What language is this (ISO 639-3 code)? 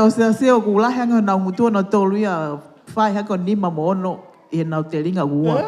ton